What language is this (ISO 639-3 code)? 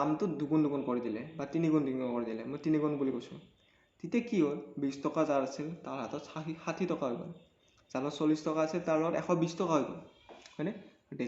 asm